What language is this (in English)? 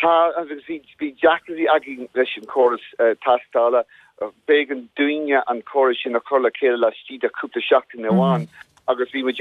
Irish